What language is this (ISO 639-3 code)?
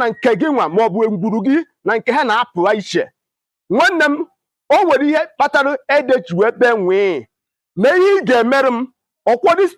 ibo